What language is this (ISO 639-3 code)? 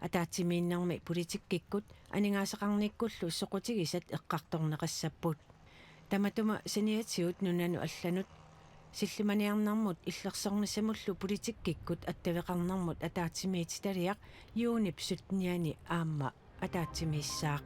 kal